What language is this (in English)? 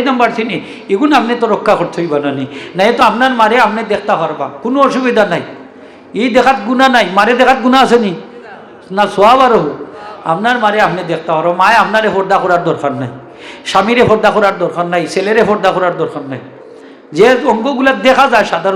Sylheti